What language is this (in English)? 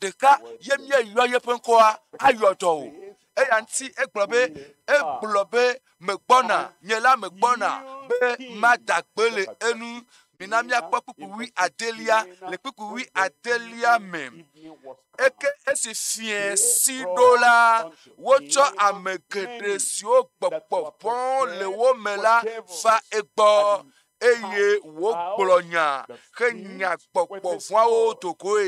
Ewe